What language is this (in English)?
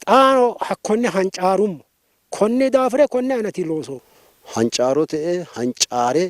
Sidamo